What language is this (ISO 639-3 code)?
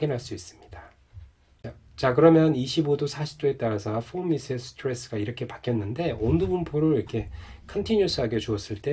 kor